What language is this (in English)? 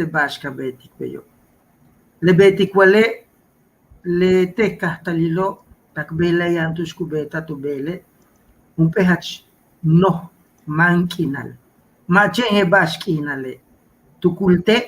Yucateco